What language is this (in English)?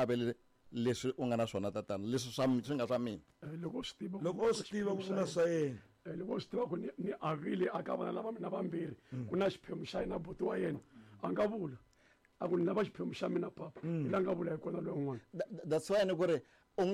Tsonga